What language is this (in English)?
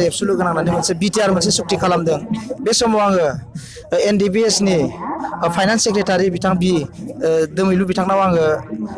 Bodo